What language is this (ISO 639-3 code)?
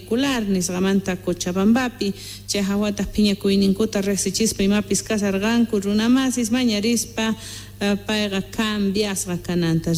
que